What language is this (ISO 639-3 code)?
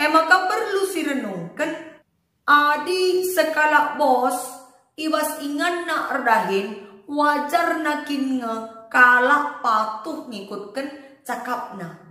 btx